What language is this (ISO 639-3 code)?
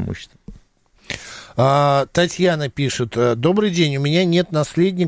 rus